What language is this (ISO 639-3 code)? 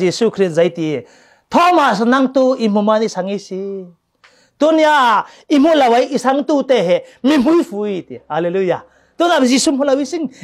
cfm